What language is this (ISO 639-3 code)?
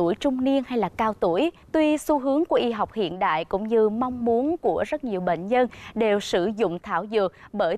vie